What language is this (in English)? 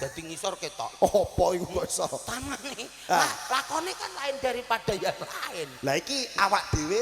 Javanese